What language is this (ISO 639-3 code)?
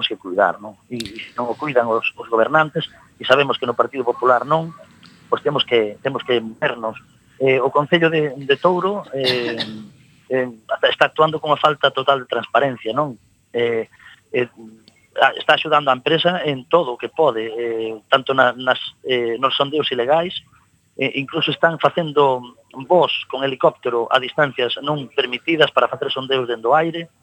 glg